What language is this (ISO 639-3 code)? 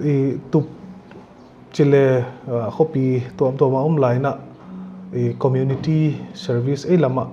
pck